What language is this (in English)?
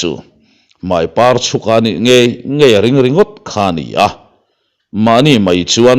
Mizo